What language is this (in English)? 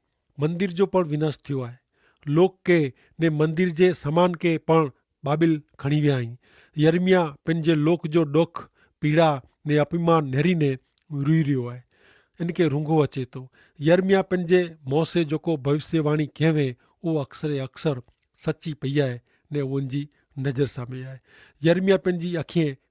Kachhi